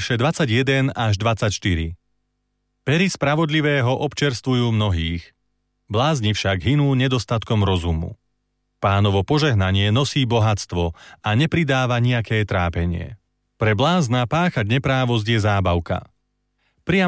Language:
Slovak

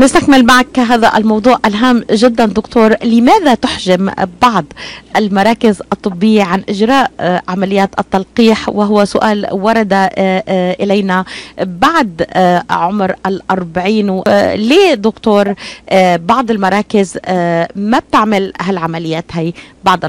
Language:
North Levantine Arabic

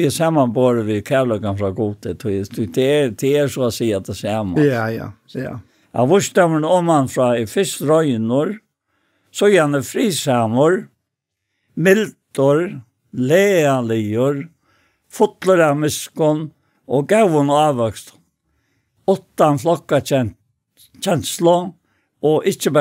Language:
Faroese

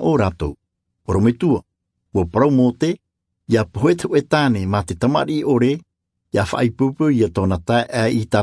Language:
Tahitian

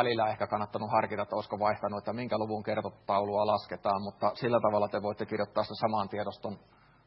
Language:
Finnish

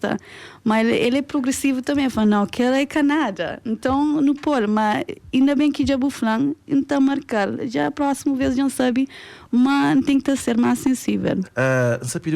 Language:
Kabuverdianu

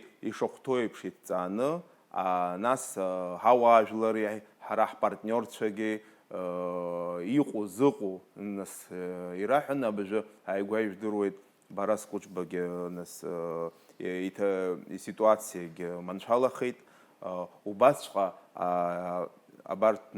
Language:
Abkhazian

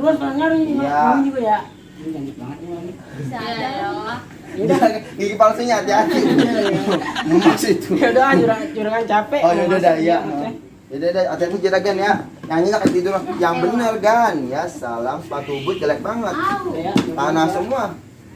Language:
Betawi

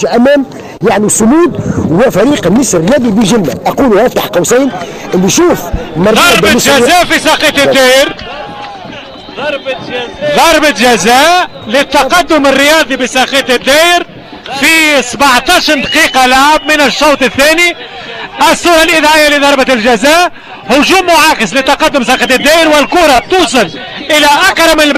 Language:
Tunisian Arabic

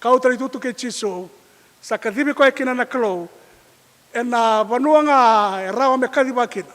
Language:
Fijian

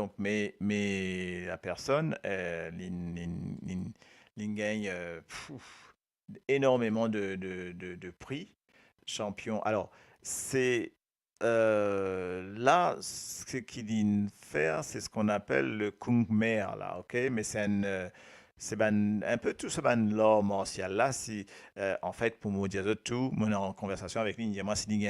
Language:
Morisyen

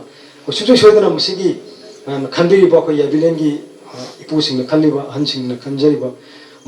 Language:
Manipuri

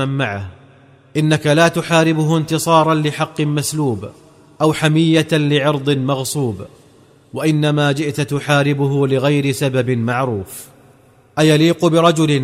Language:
Arabic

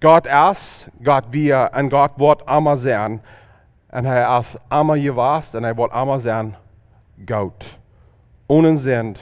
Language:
Plautdietsch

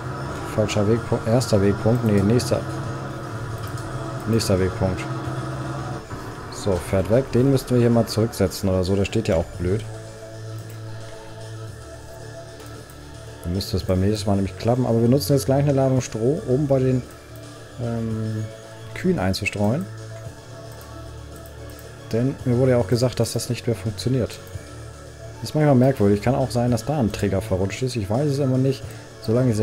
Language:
German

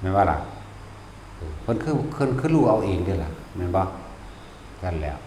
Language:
Northeastern Thai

